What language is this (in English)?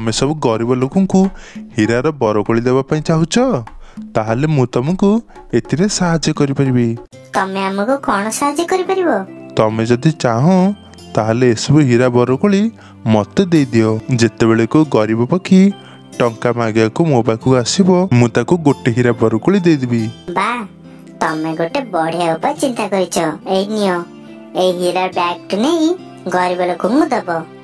Odia